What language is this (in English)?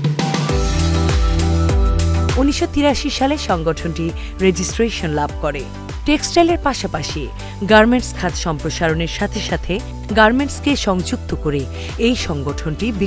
Bangla